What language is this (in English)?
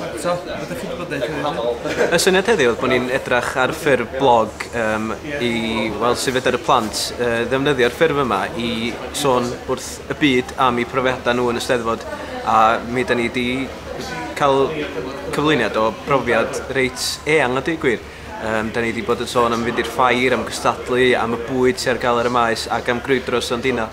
Welsh